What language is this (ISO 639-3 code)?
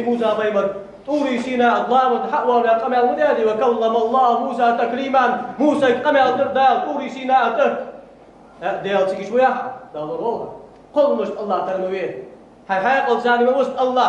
inh